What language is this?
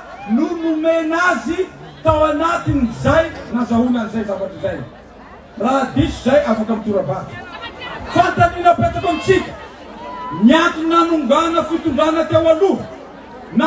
Malagasy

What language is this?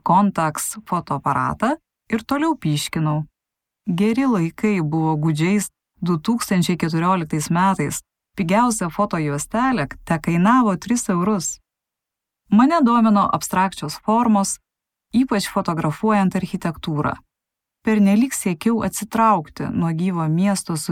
Lithuanian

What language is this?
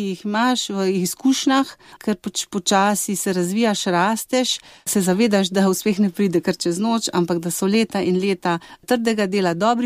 Slovenian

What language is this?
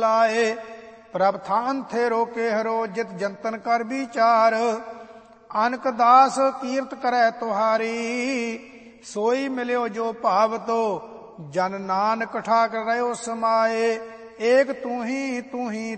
Punjabi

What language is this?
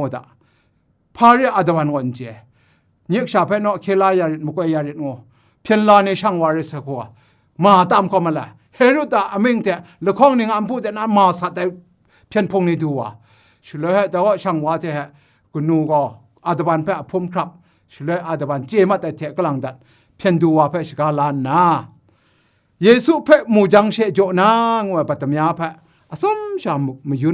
Kachin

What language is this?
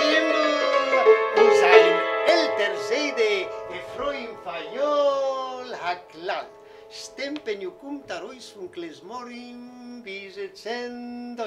Yiddish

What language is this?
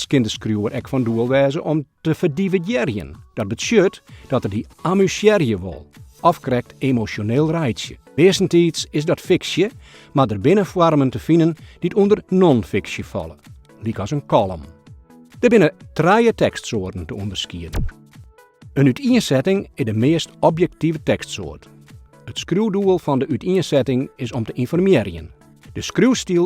Western Frisian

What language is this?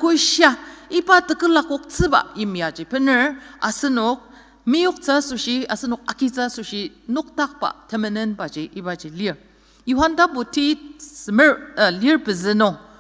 Ao Naga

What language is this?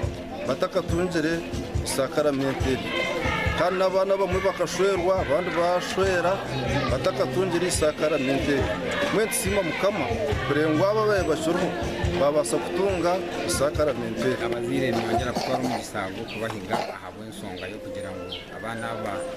Nyankole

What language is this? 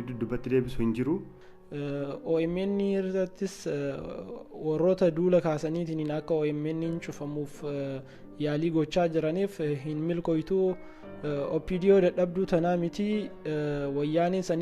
Oromo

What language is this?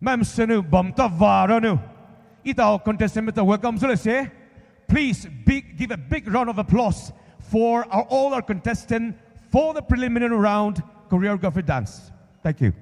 Poumei Naga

